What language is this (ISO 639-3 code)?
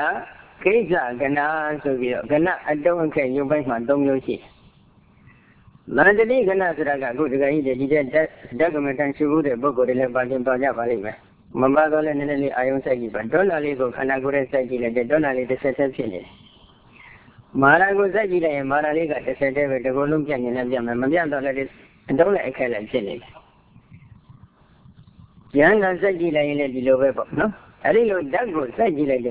mya